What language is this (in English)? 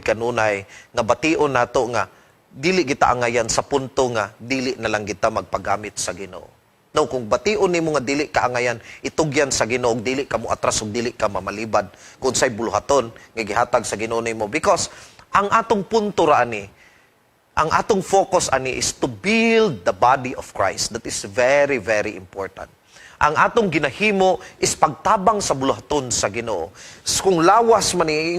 Cebuano